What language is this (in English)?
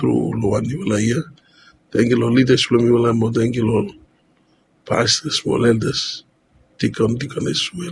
Bislama